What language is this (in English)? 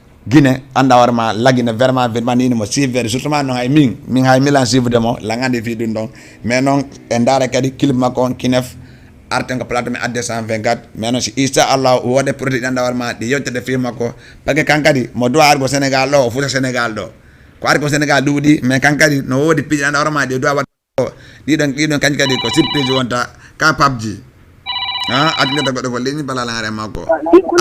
Fula